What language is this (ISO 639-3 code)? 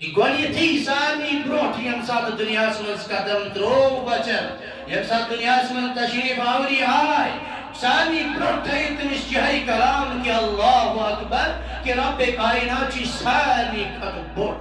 kas